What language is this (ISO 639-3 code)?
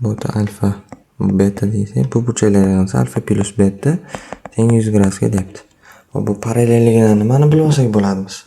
uzb